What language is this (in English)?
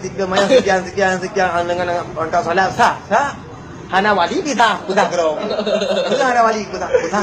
Achinese